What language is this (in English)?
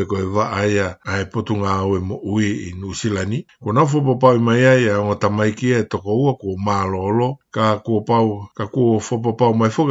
Tongan